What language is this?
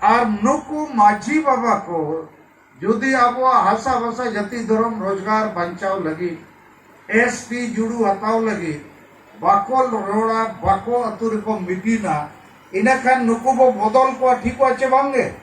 Santali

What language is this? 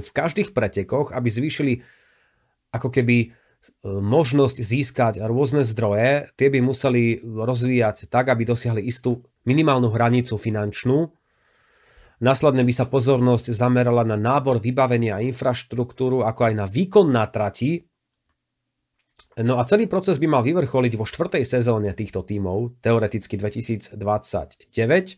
Slovak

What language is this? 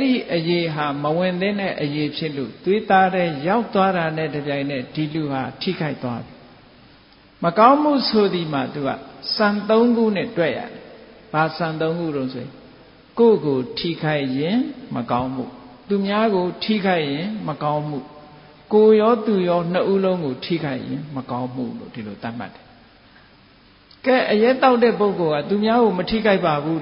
Burmese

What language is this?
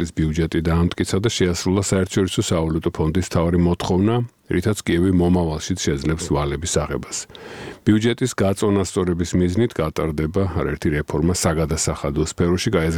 Georgian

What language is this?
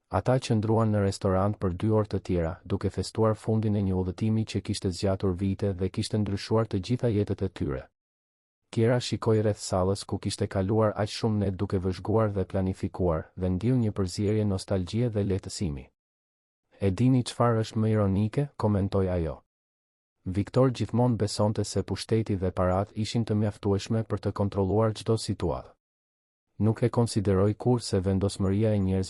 Albanian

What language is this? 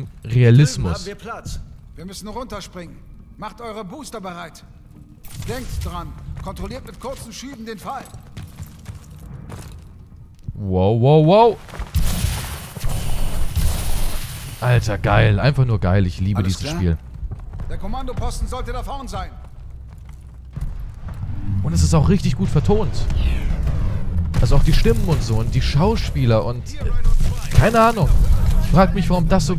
German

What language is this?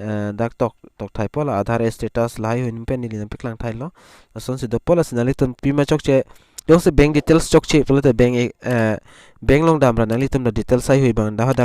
Karbi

